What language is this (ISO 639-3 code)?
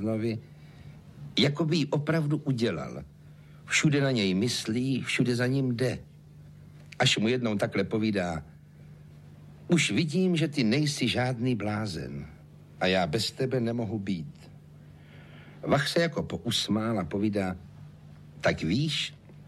ces